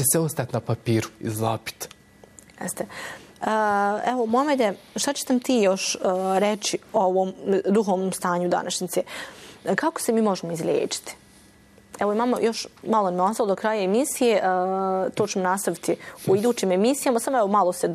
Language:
Bosnian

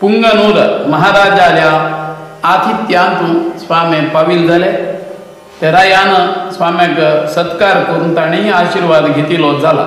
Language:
Konkani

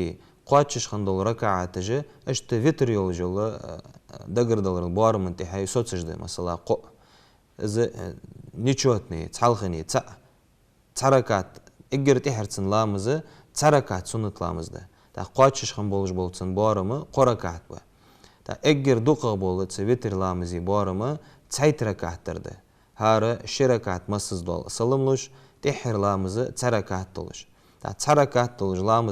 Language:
Ingush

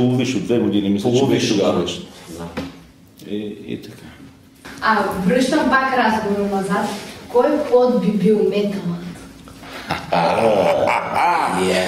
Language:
Bulgarian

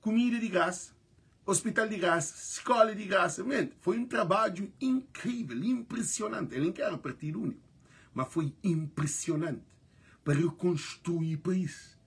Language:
Kabuverdianu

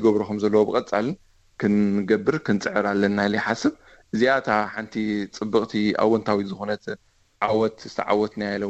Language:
Tigrinya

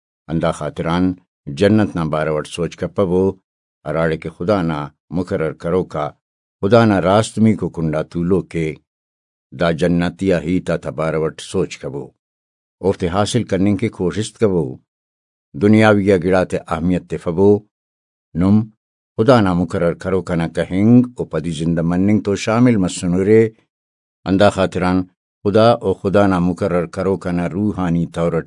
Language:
Brahui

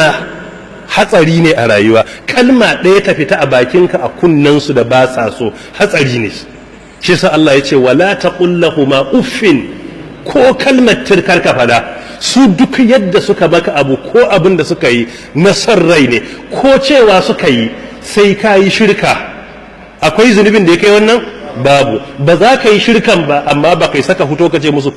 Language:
Hausa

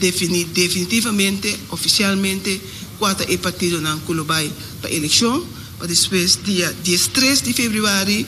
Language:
Papiamento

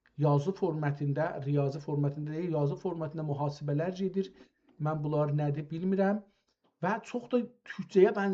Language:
South Azerbaijani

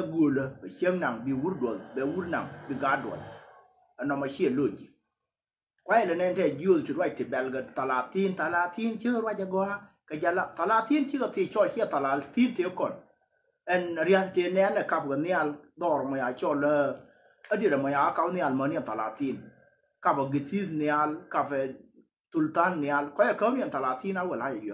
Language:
Nuer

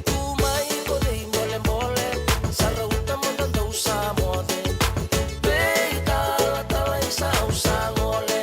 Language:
Fijian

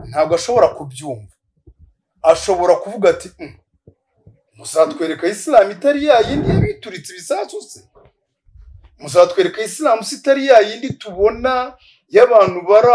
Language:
Kinyarwanda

